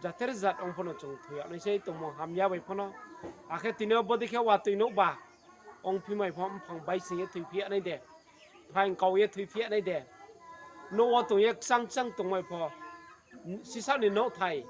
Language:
Riang (India)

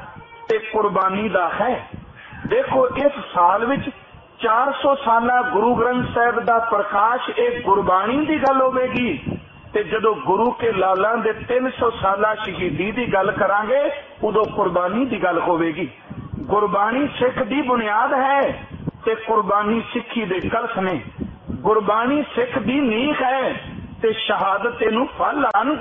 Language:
Punjabi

